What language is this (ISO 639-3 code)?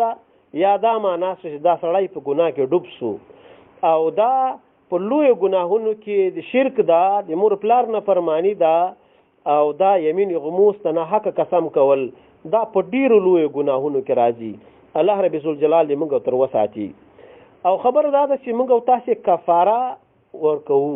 pus